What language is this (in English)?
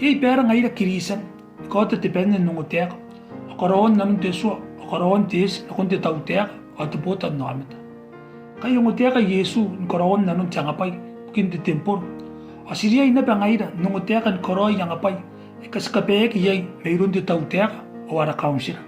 Gilbertese